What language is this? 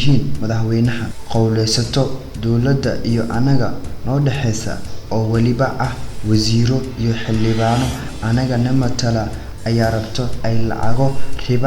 Somali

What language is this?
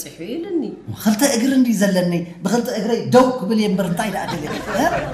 Tigrinya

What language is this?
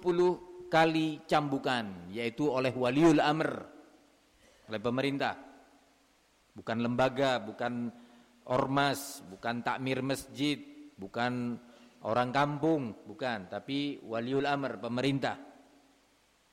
Indonesian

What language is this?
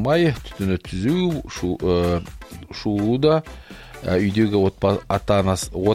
Kazakh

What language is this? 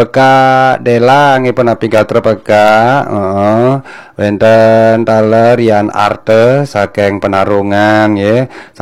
Balinese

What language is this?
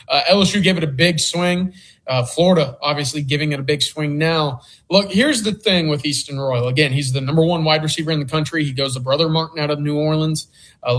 English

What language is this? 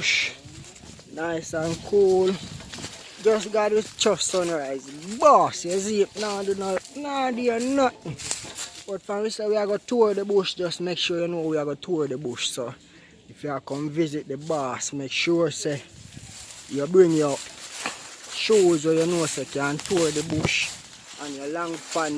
Jamaican Creole English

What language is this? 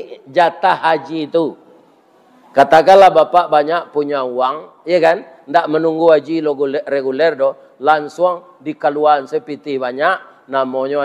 Minangkabau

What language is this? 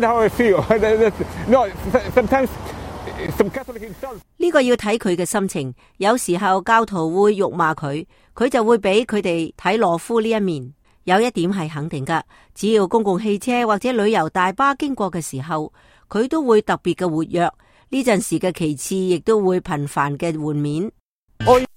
Cantonese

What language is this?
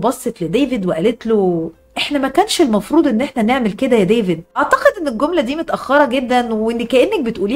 Egyptian Arabic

